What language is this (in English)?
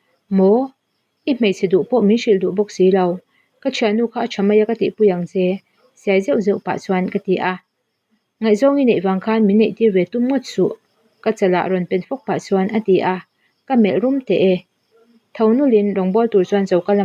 Mizo